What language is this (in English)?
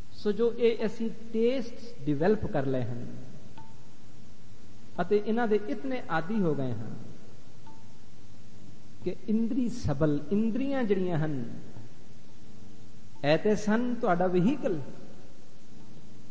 Punjabi